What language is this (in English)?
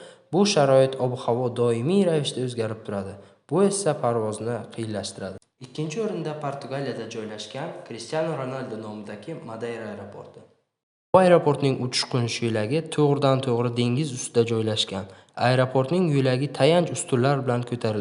Uzbek